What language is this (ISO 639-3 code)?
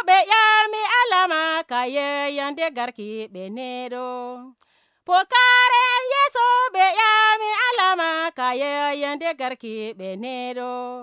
fuv